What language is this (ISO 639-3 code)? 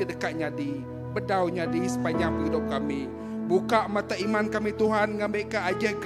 iba